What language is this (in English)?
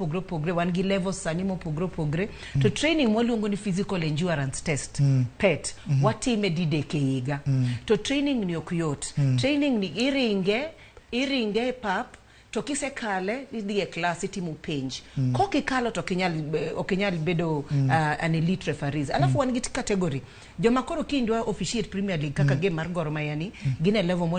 Luo (Kenya and Tanzania)